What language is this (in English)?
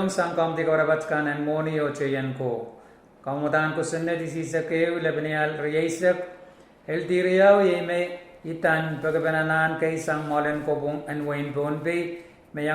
Pohnpeian